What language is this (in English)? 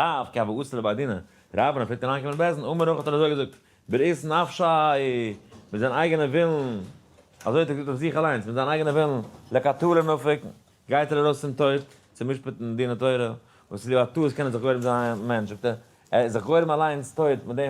Yiddish